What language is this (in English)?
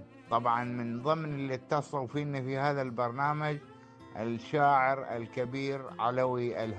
Gulf Arabic